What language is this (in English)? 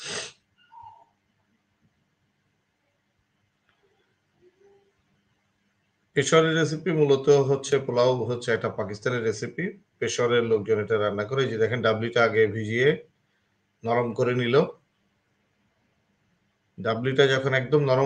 Bangla